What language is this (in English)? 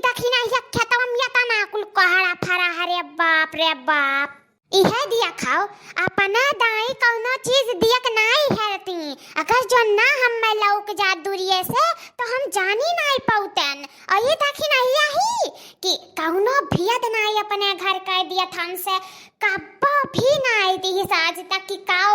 Awadhi